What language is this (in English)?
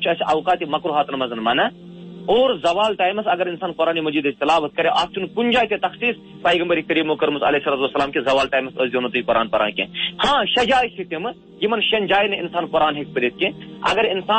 Kashmiri